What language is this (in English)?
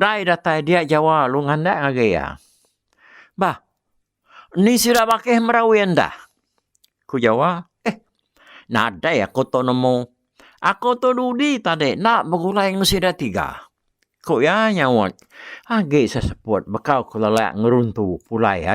Iban